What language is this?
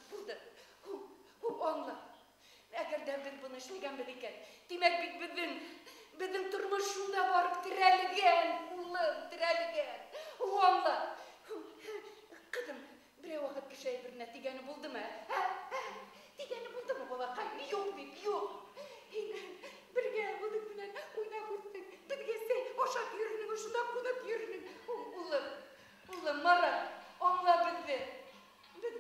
Bashkir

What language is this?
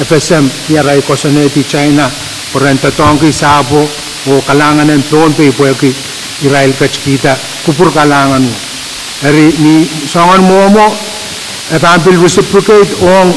Pohnpeian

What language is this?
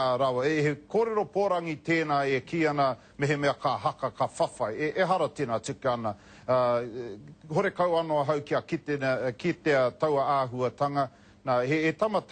Māori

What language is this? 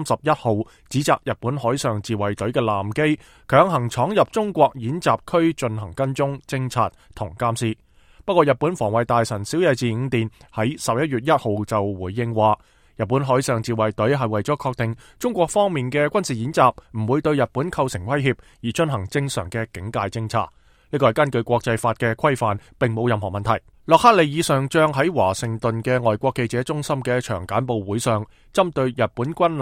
Cantonese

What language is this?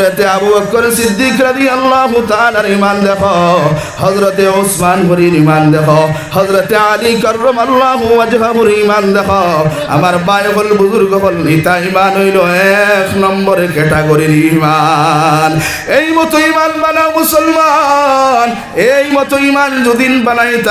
Sylheti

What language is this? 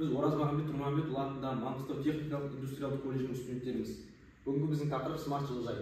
Kazakh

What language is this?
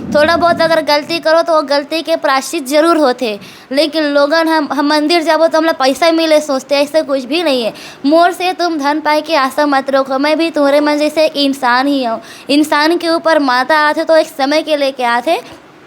Chhattisgarhi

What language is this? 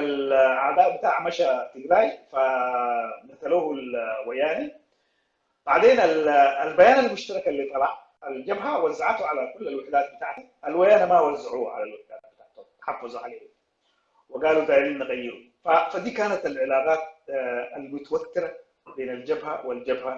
Sudanese Arabic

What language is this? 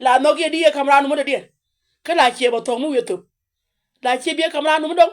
Nuer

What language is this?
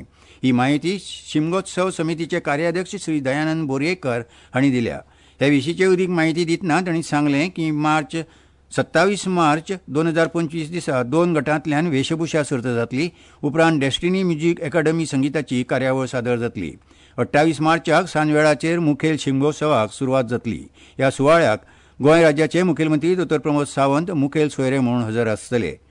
Konkani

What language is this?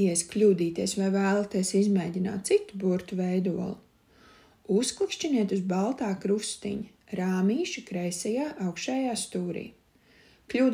Latvian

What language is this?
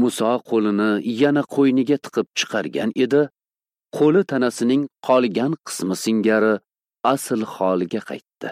Uzbek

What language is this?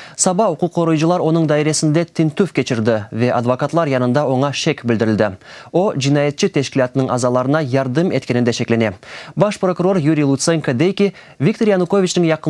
Crimean Tatar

